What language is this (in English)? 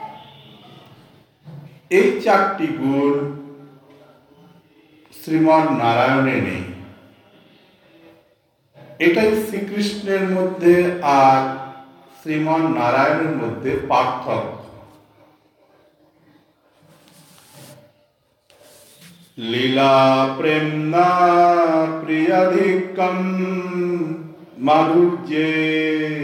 Bangla